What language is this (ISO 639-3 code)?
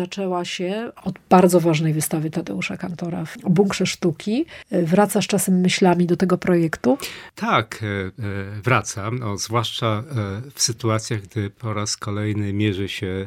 pol